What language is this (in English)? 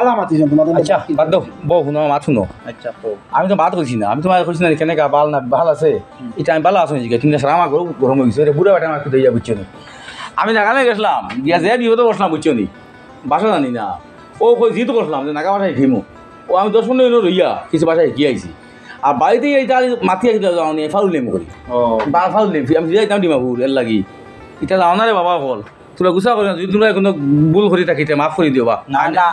Sylheti